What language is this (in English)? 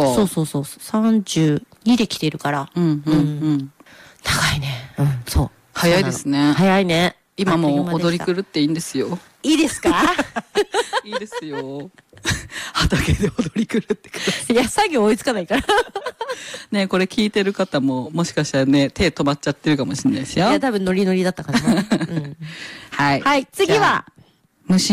Japanese